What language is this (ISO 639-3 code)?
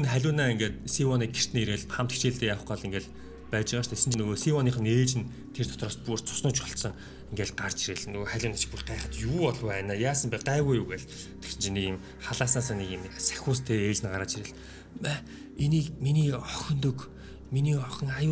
mon